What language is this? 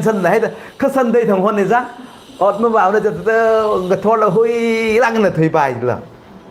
Tangkhul Naga (India)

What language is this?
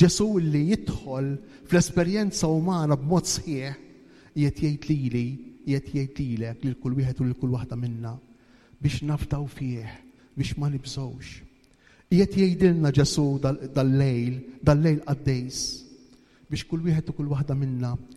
Maltese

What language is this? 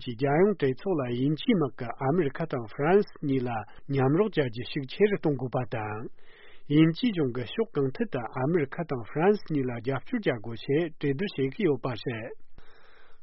Tibetan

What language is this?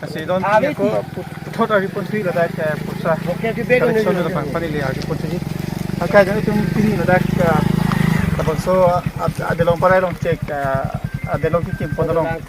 Karbi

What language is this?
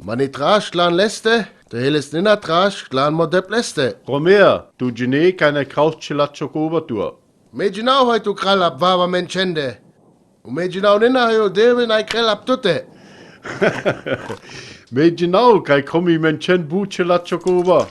Sinte Romani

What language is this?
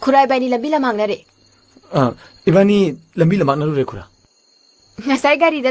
Manipuri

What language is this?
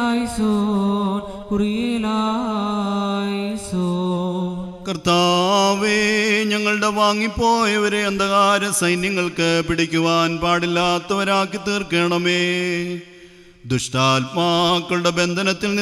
Malayalam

